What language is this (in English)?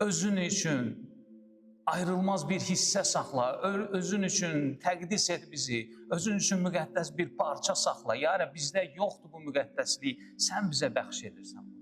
Azerbaijani